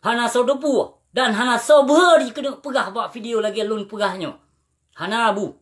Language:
Achinese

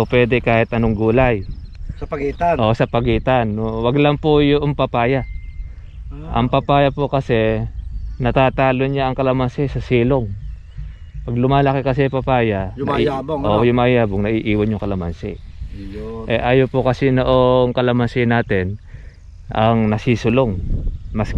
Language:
Filipino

